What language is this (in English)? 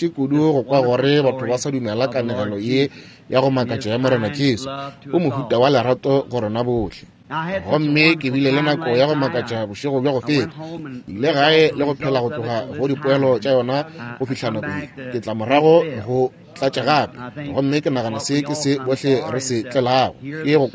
Northern Sotho